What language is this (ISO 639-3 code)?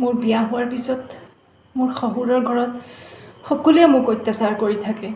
asm